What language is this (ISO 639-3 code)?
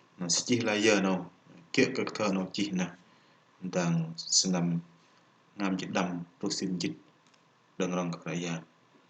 bdq